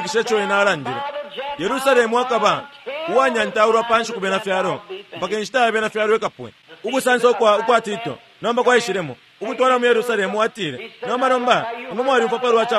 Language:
Bemba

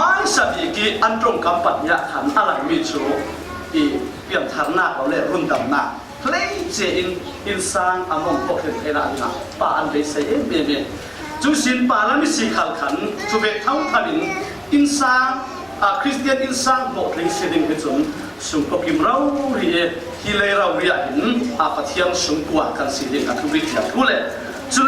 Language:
Falam Chin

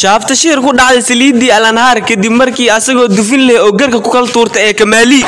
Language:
Somali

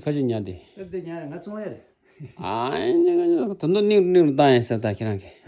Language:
Tibetan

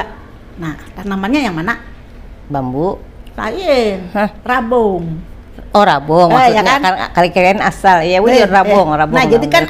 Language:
Banjar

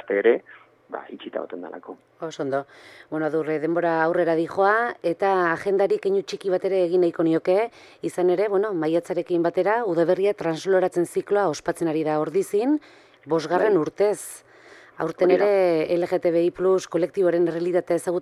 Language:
Basque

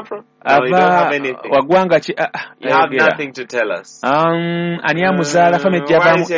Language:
Ganda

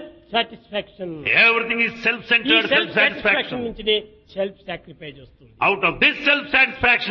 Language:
Telugu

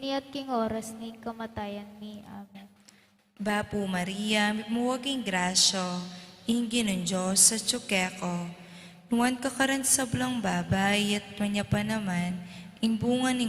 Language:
Pampanga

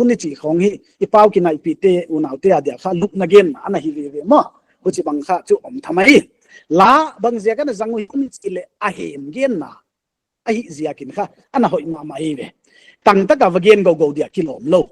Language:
Paite Chin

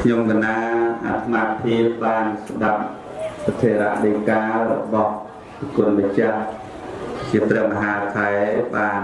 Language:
Khmer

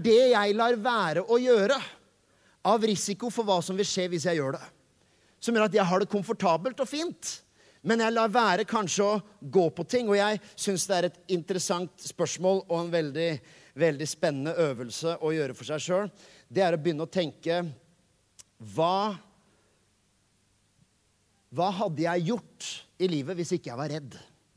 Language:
Norwegian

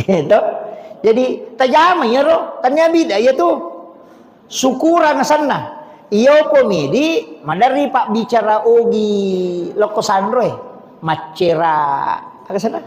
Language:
Buginese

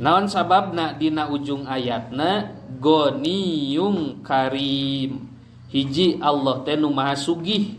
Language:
Sundanese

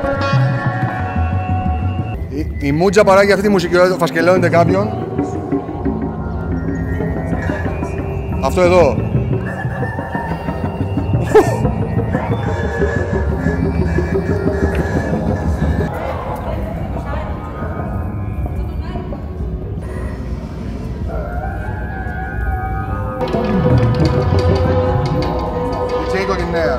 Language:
Greek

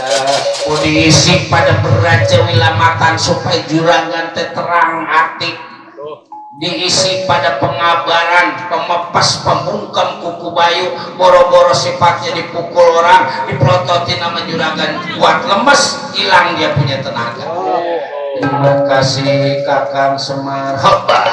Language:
Betawi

